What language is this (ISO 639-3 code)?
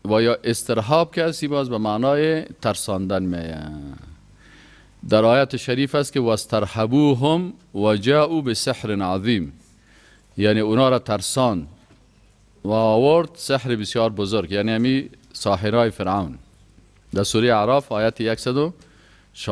fas